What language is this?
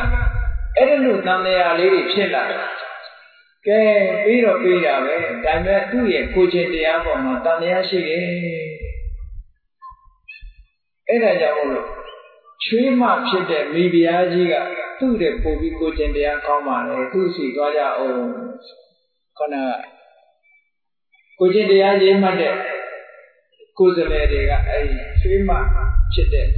Burmese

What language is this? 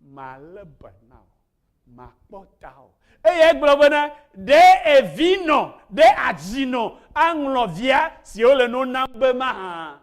Ewe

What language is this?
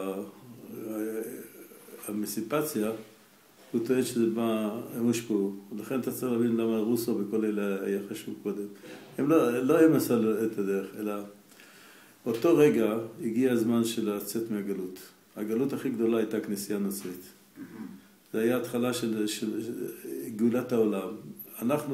Hebrew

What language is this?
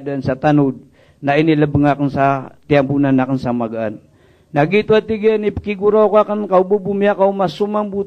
Maranao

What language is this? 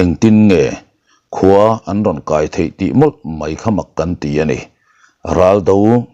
Mizo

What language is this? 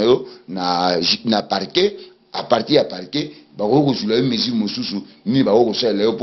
Lingala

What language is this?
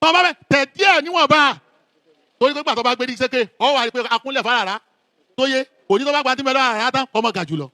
Yoruba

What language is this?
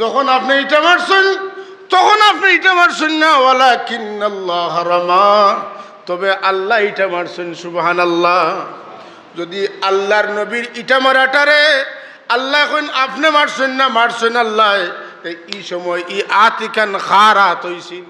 Sylheti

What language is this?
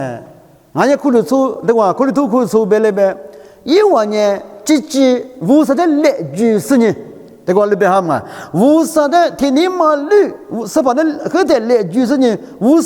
Lisu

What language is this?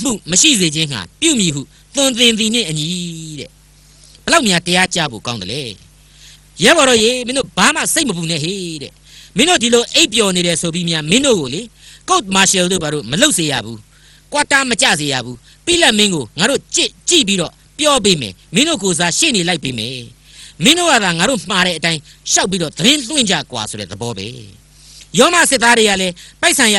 Burmese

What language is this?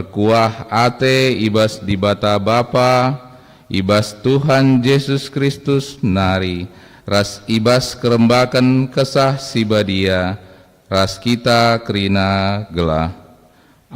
Batak Karo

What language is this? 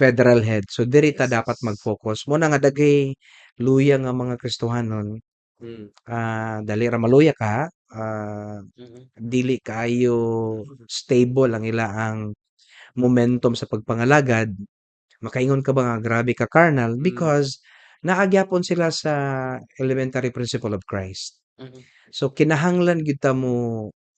Cebuano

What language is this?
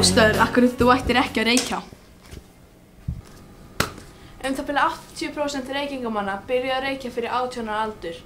Icelandic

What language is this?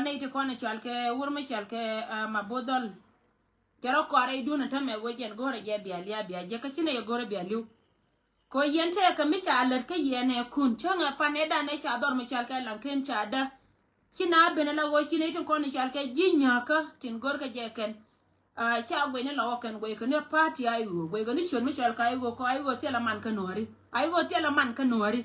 Nuer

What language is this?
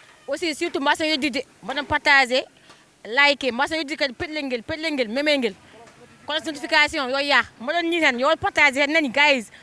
Fula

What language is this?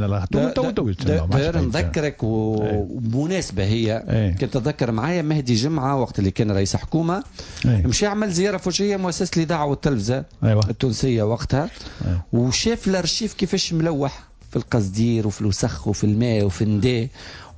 Tunisian Arabic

